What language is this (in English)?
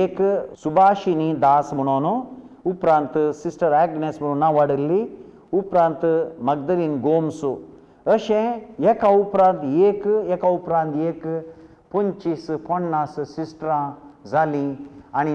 Konkani